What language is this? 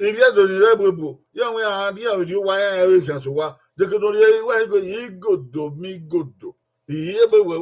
Bini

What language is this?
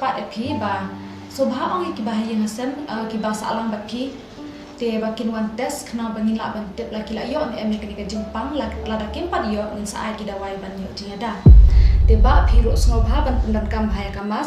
Khasi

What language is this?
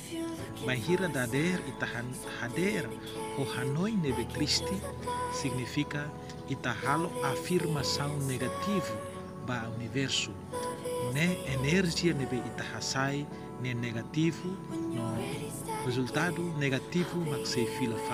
Tetum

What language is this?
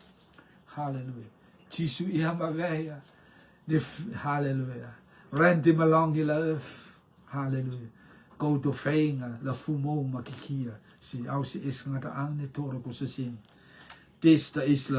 Rotuman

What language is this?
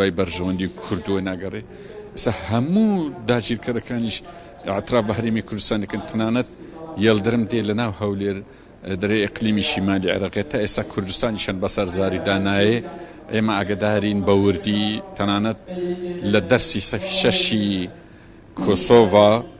Central Kurdish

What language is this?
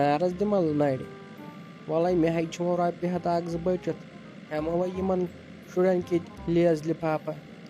Kashmiri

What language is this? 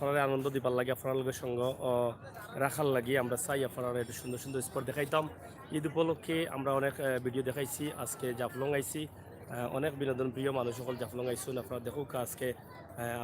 Sylheti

